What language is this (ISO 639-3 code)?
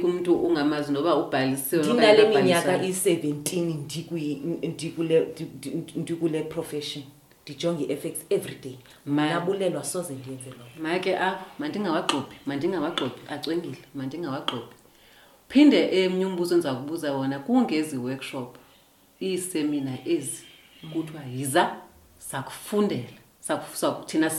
xho